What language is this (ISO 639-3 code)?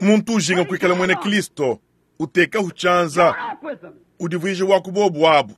lua